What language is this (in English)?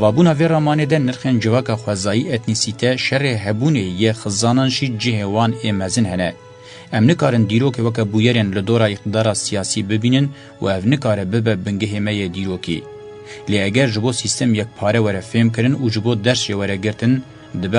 Kurdish